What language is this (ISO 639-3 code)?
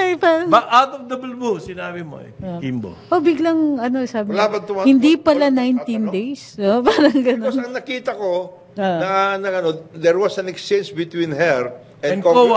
fil